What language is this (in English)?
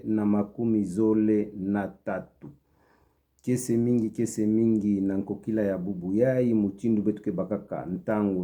Kituba (Democratic Republic of Congo)